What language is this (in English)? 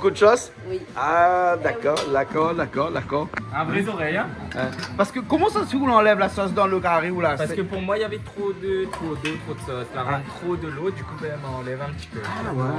Réunion Creole French